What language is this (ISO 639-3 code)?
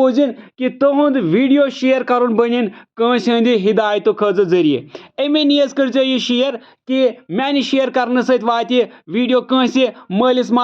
kas